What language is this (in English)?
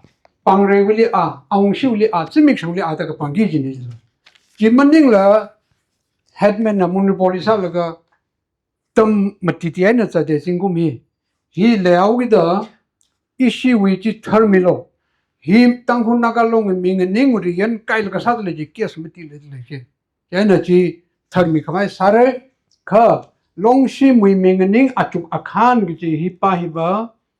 Tangkhul Naga (India)